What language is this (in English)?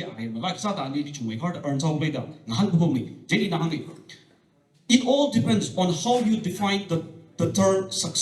Tangkhul Naga (India)